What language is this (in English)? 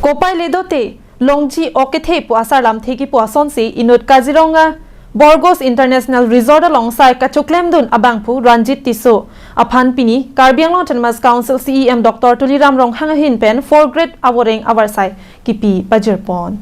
Karbi